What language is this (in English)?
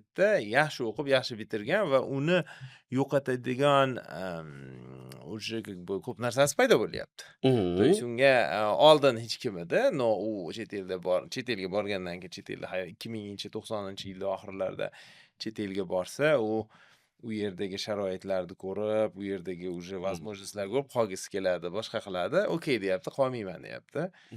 Uzbek